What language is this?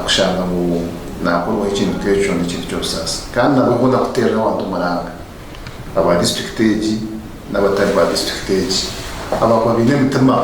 Nyankole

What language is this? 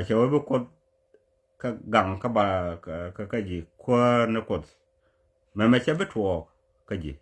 Nuer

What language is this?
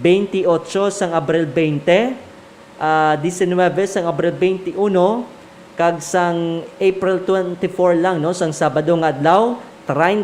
Hiligaynon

